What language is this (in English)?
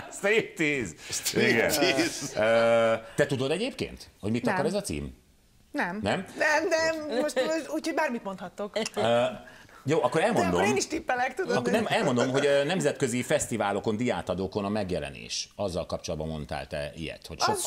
Hungarian